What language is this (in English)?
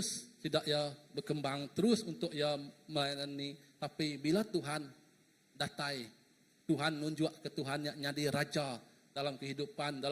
Iban